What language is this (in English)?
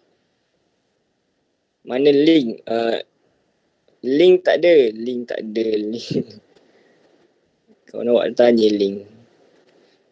Malay